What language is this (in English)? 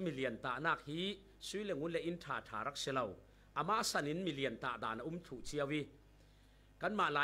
Falam Chin